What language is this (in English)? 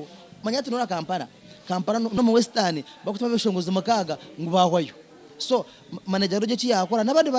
Nyankole